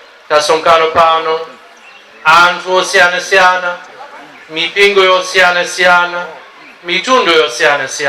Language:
Nyanja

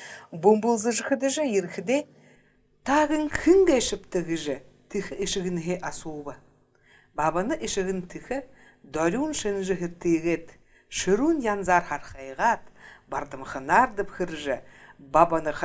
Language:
Buriat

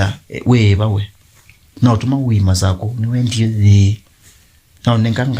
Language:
Kamba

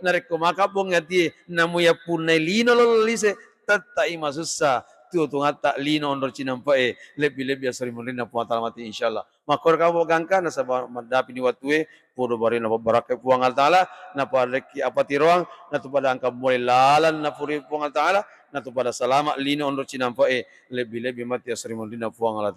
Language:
Buginese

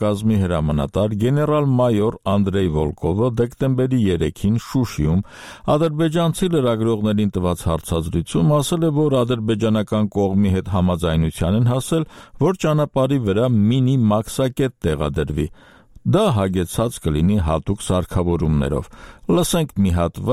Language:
Armenian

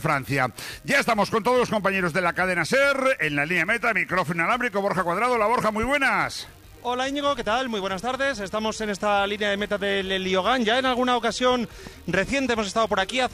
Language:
Spanish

